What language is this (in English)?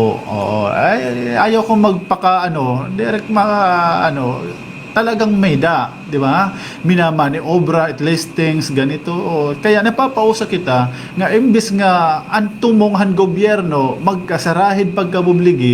Waray